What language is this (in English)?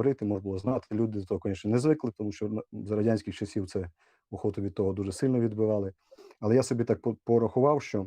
Rusyn